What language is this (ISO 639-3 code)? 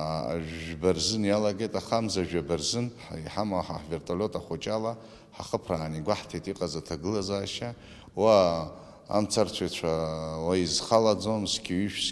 abk